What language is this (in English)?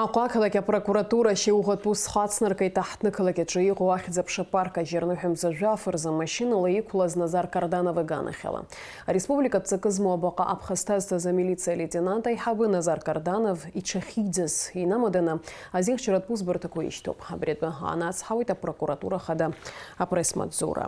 Abkhazian